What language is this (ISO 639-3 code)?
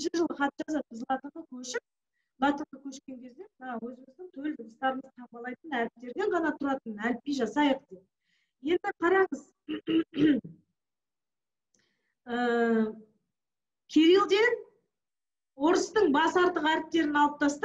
kaz